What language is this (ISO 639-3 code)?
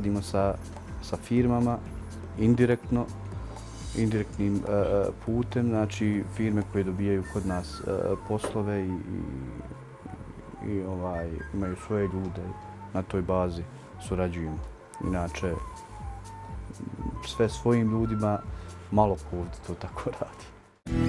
bos